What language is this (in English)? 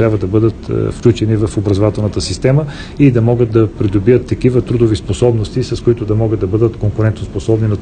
Bulgarian